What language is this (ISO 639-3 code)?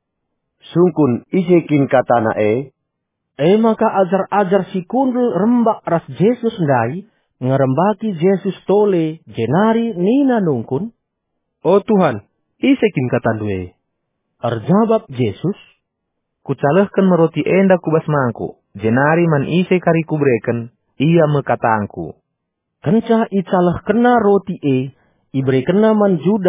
btx